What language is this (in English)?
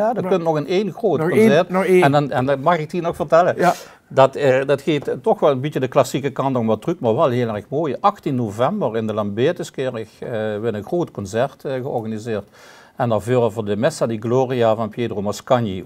Limburgish